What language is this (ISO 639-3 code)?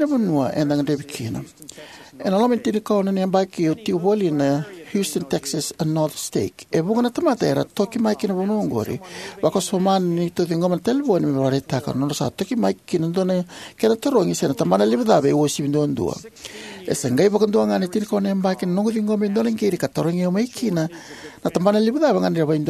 fij